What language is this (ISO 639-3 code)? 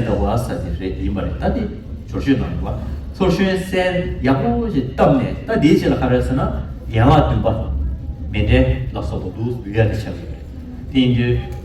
bod